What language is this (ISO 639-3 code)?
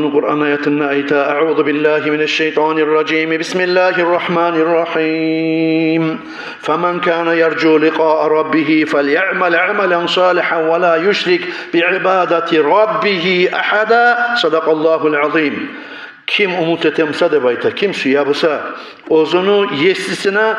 kum